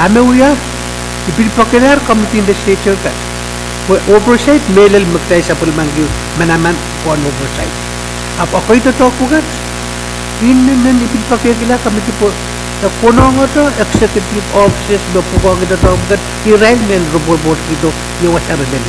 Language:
Pohnpeian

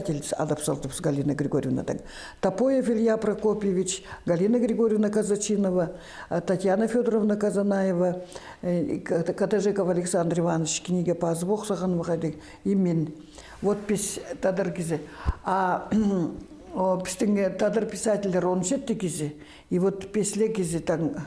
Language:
Khakas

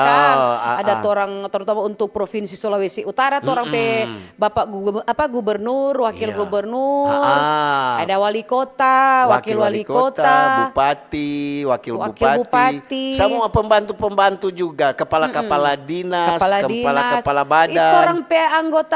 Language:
Manado Malay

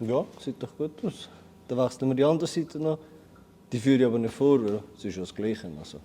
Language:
Swiss German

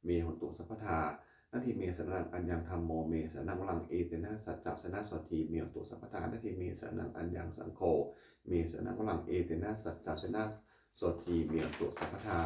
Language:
Pali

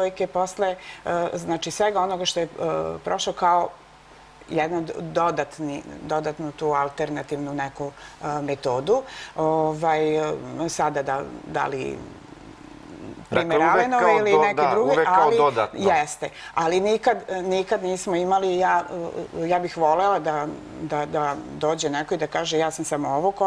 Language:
Serbian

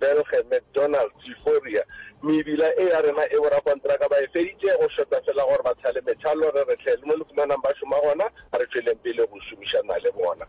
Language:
Northern Sotho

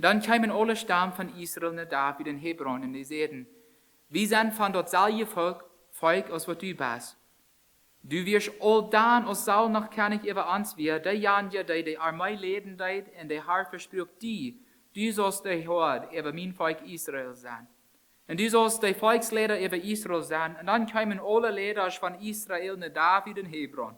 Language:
Plautdietsch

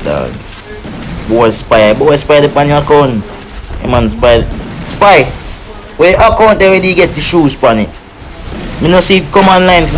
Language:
Jamaican Creole English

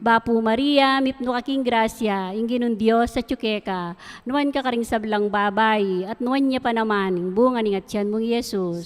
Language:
Pampanga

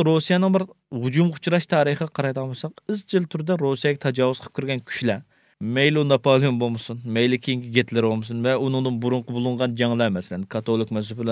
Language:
Uyghur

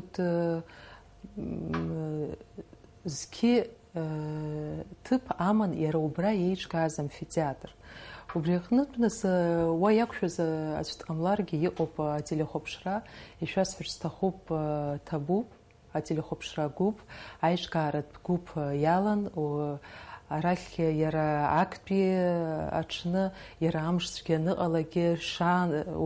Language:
Abkhazian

